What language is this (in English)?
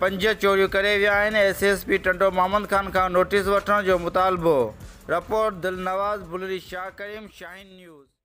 Sindhi